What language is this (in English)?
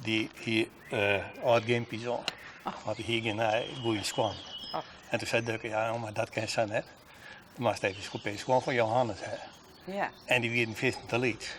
Western Frisian